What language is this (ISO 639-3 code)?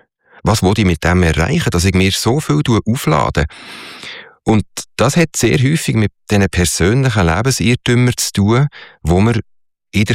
deu